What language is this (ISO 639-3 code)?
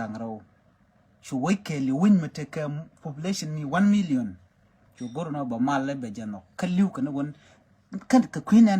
nus